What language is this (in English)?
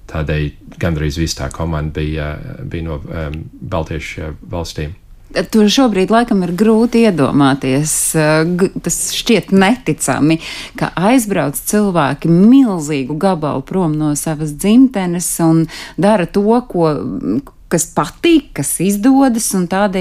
Latvian